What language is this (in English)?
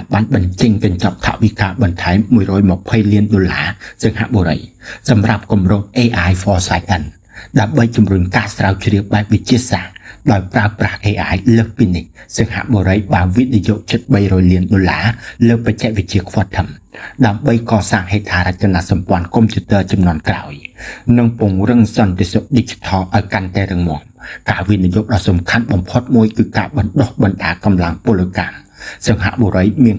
Khmer